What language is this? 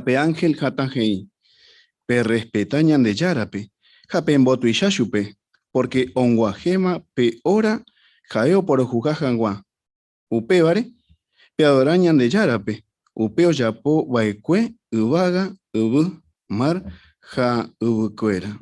Guarani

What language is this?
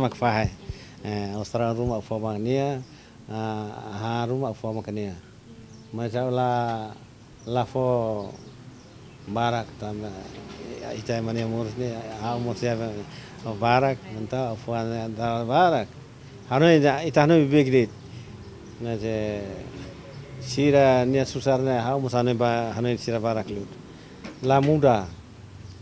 Tetum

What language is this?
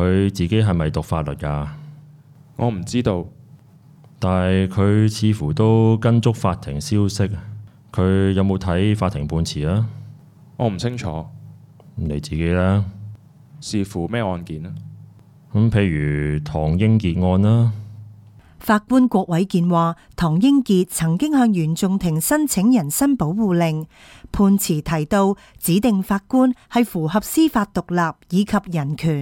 Cantonese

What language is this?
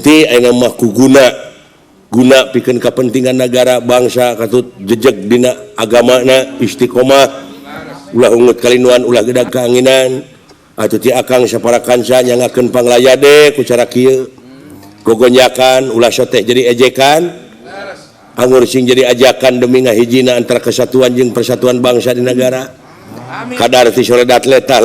Sundanese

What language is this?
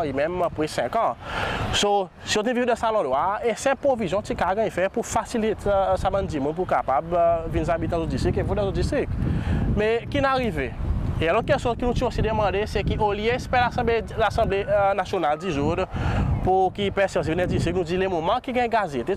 Seselwa Creole French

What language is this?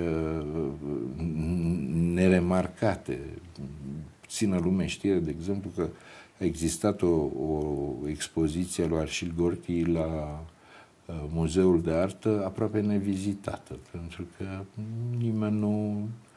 Romanian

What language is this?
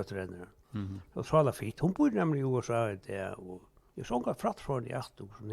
Faroese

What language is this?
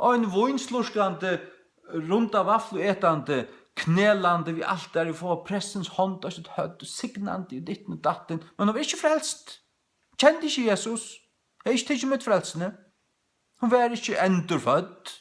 Faroese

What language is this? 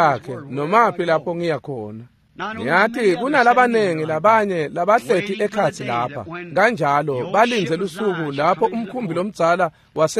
Swati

